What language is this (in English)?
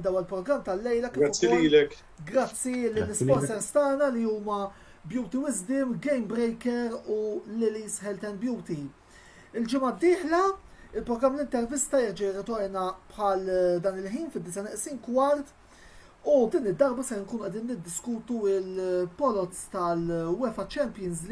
Maltese